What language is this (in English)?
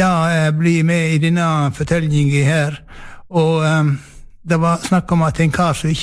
Norwegian